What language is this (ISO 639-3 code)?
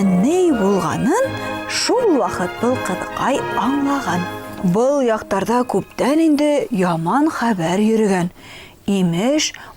bak